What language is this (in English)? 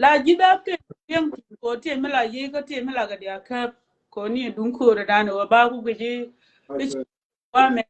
Nuer